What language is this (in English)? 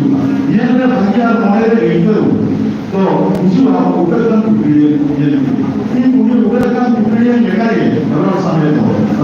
Santali